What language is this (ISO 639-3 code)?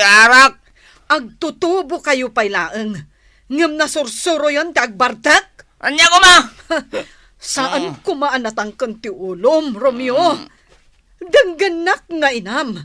ilo